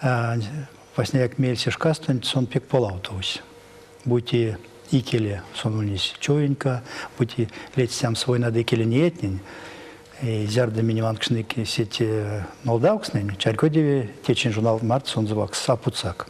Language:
Erzya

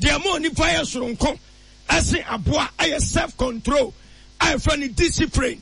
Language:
Akan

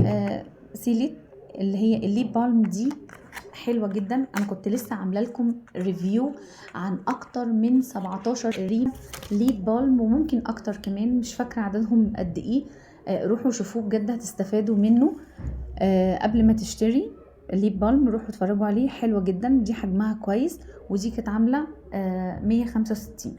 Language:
Egyptian Arabic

